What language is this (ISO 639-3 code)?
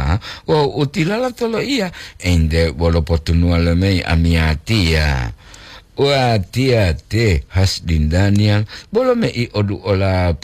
gor